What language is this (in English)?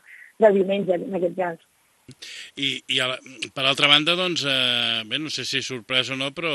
Catalan